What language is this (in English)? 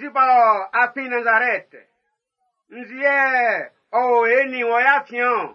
Baoulé